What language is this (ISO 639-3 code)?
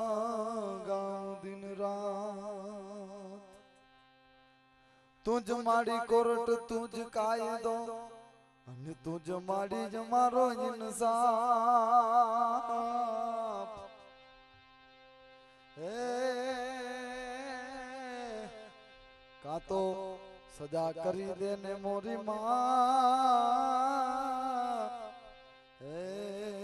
guj